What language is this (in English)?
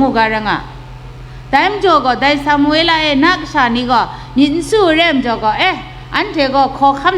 Kachin